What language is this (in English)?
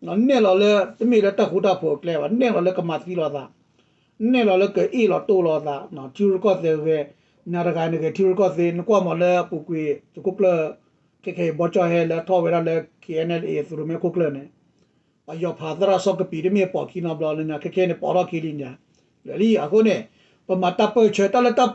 S'gaw Karen